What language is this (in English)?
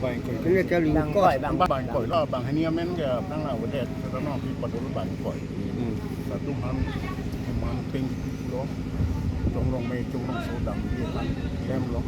Karbi